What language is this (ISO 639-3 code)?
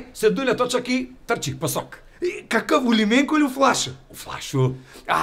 mkd